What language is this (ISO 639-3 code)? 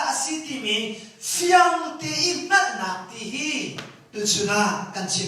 cnh